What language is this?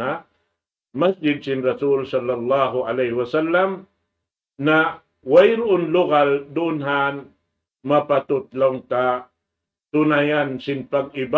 Tausug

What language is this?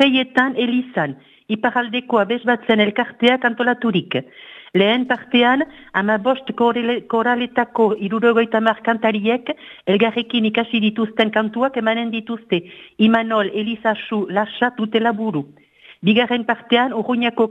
Basque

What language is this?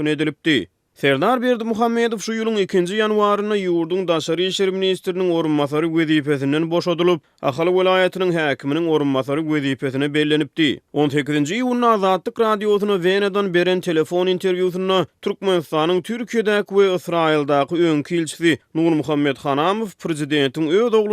Turkmen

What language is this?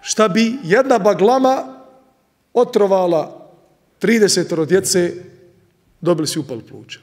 Bosnian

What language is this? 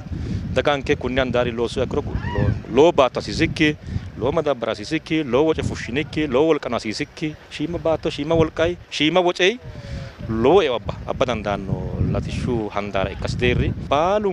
Sidamo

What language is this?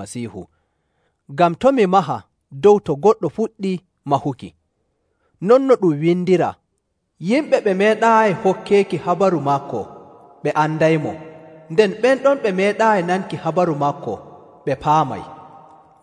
Nigerian Fulfulde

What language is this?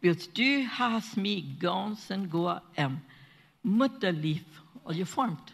Plautdietsch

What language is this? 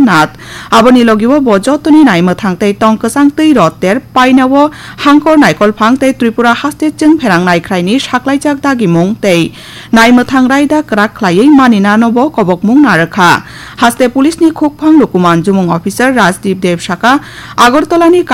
Kok Borok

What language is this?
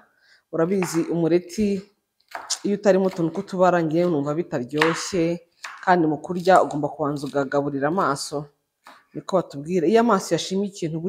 Kinyarwanda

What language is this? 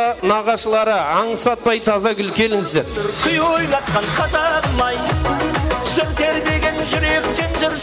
Kara-Kalpak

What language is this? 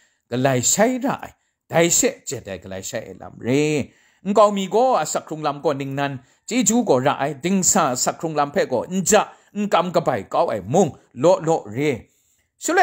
Kachin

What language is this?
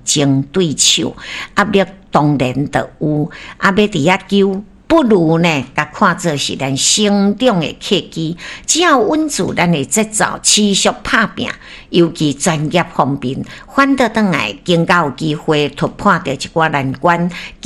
Min Nan Chinese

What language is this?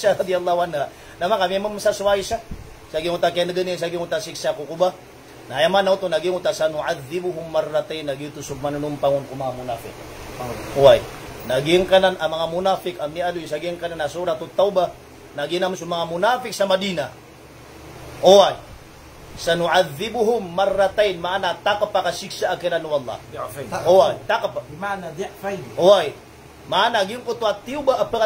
Maranao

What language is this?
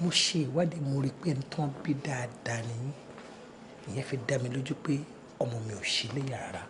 Yoruba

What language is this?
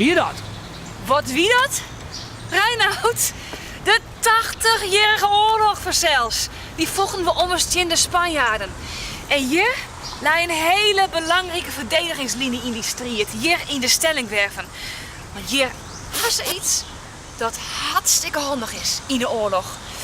Western Frisian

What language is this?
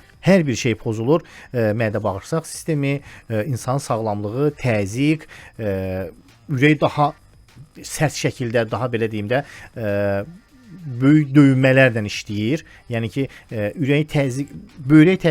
Azerbaijani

